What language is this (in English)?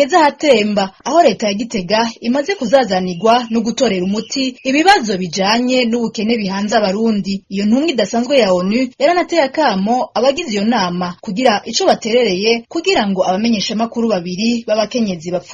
Rundi